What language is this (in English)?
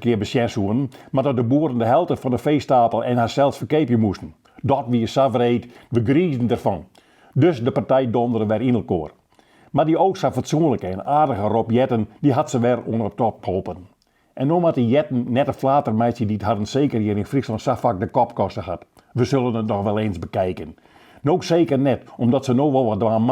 Western Frisian